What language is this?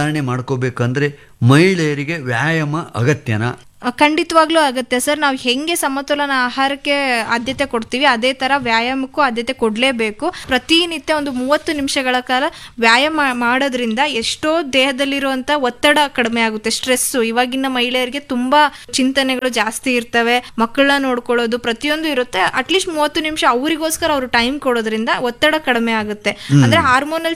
Kannada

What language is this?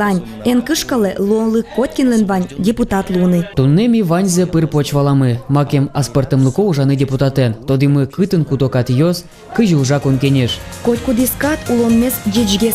Udmurt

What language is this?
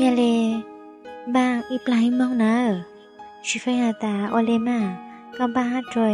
Hmong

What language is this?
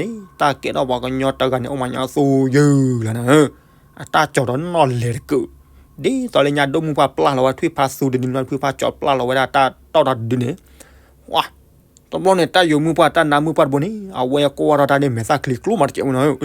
S'gaw Karen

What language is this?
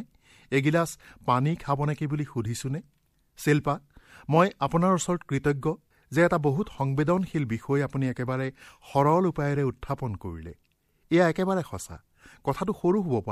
Assamese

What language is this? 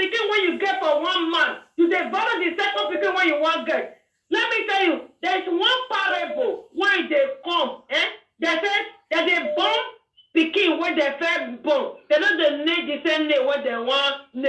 Nigerian Pidgin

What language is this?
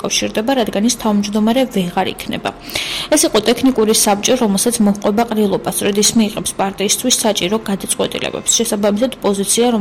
Georgian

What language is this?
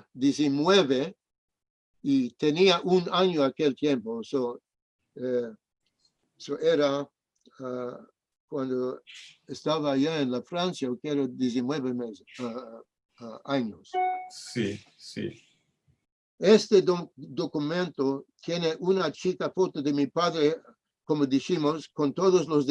Ladino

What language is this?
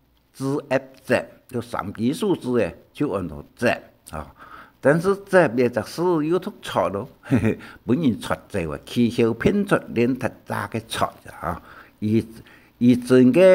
Hakka Chinese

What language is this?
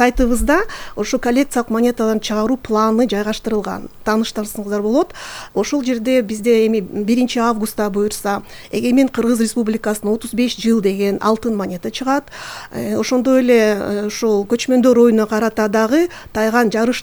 Kyrgyz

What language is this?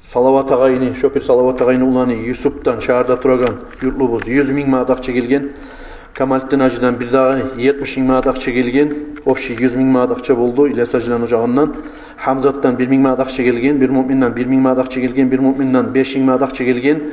Kumyk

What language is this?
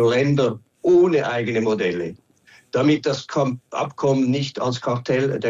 German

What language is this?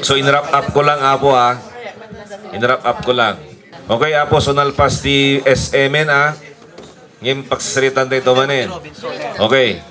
Iloko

